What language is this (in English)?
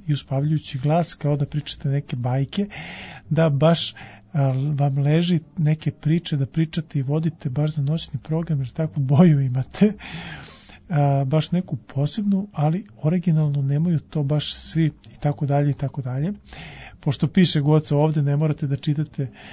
Serbian